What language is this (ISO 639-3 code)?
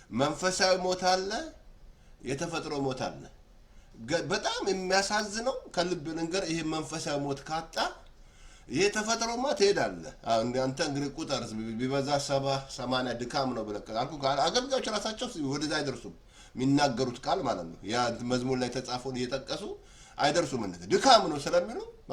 amh